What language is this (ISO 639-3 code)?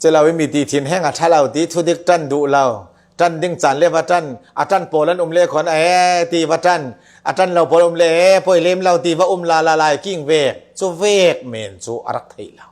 cfm